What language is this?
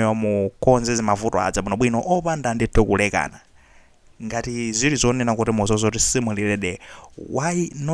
Nyanja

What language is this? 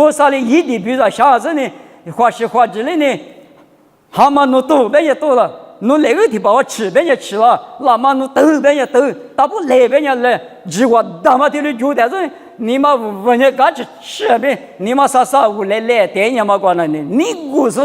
Lisu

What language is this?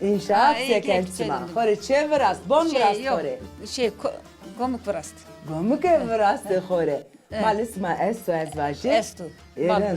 Zaza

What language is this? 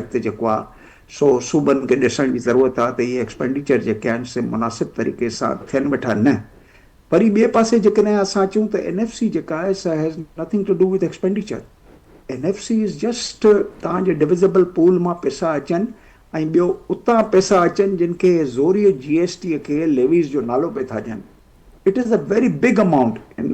Sindhi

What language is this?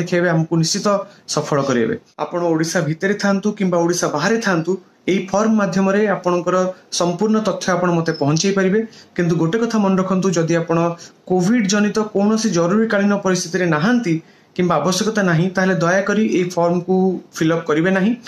Odia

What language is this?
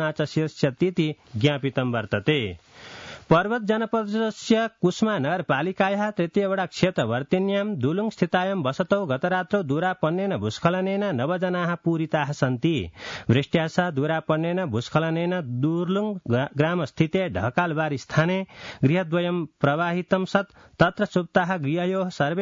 Sanskrit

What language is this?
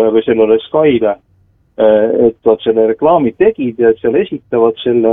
Estonian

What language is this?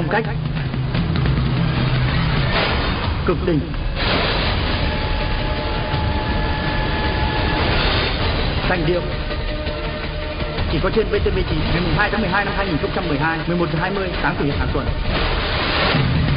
Vietnamese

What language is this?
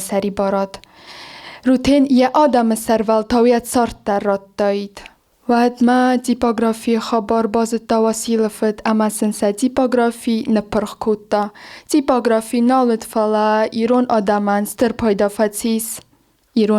Ossetic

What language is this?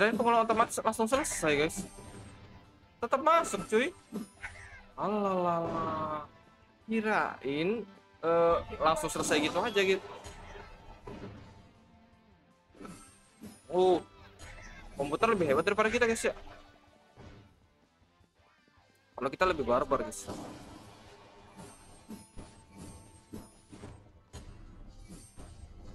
Indonesian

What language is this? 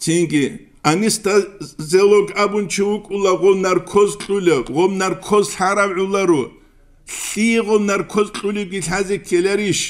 Avaric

